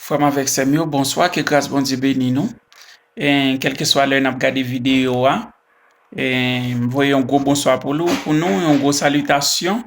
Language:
Haitian Creole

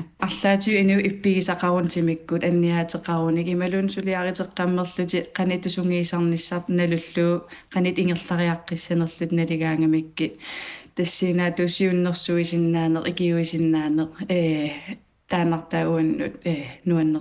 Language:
Kalaallisut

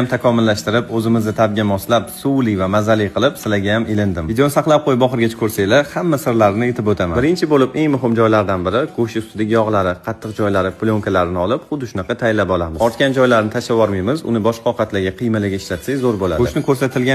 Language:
Uzbek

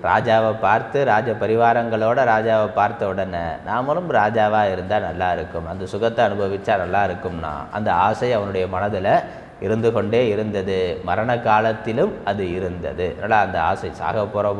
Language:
Tamil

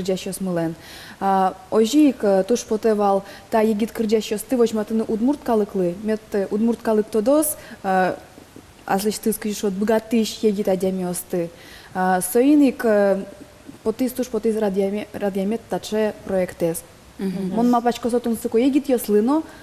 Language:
Udmurt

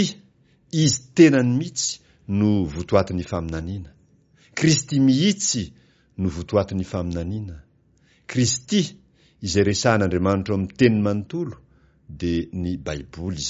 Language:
Malagasy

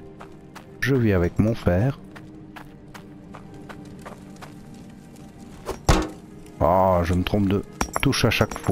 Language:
French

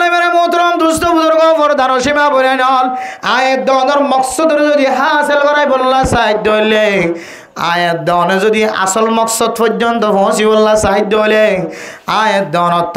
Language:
Rohingya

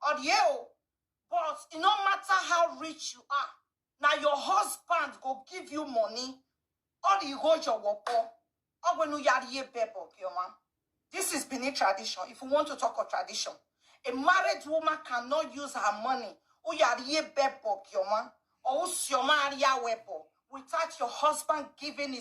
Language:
Nigerian Pidgin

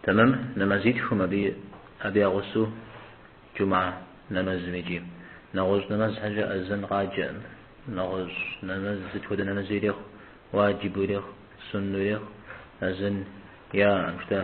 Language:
Kabardian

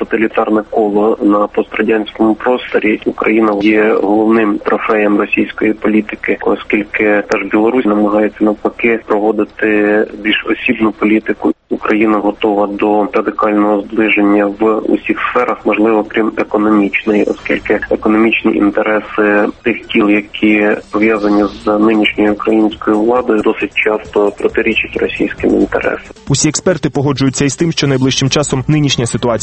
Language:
Ukrainian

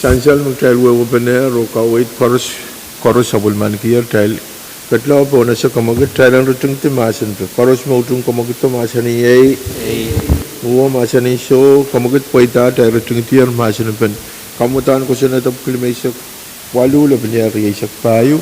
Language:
Pohnpeian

